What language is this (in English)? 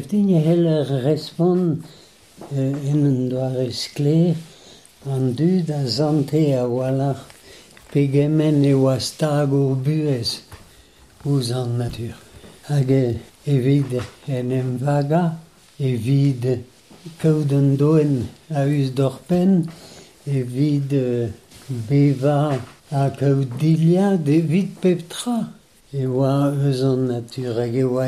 Breton